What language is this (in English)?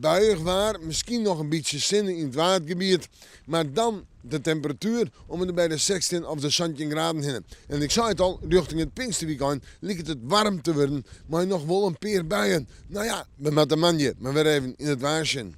Western Frisian